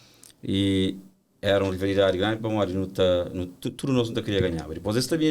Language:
Kabuverdianu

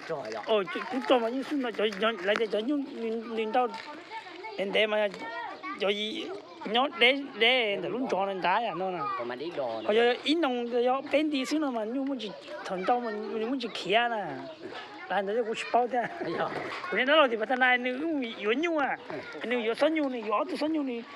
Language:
Hmong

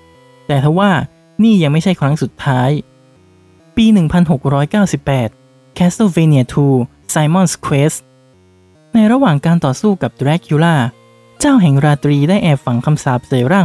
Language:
Thai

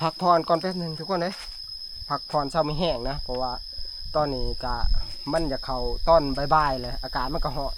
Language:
Northeastern Thai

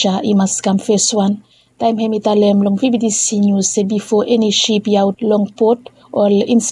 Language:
Bislama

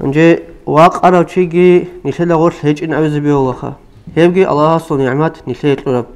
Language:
Avaric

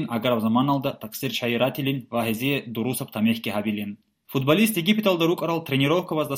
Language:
Avaric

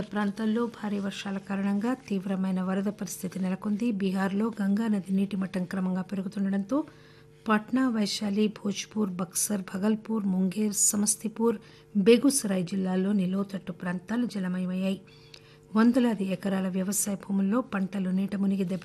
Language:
Telugu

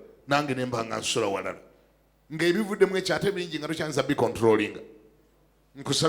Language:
Ganda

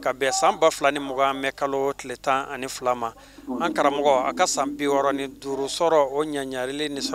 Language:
Bambara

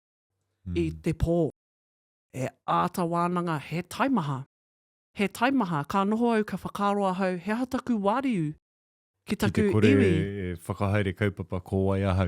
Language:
Māori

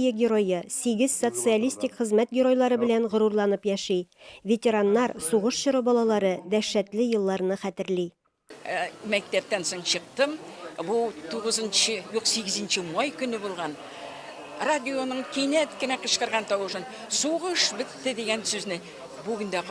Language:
Tatar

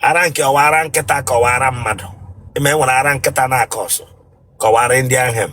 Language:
Igbo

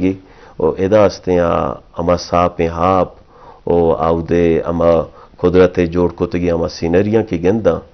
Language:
Eastern Balochi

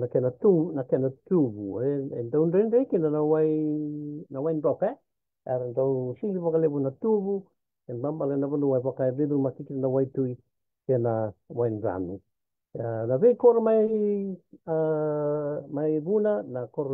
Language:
Fijian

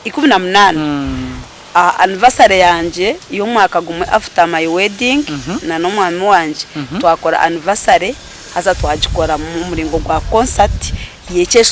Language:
Nyankole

